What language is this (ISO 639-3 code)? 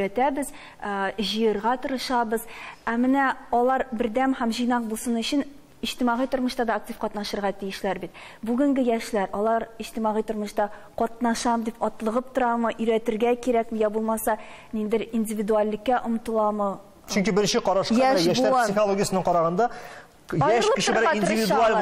tat